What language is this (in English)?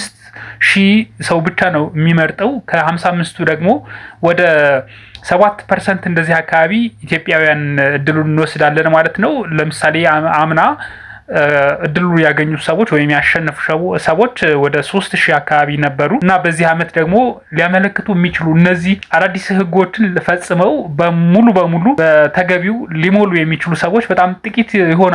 Amharic